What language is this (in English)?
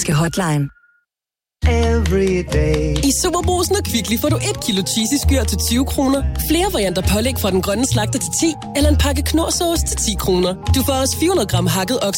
Danish